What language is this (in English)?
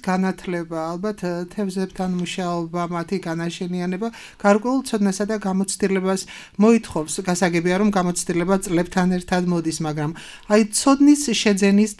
Georgian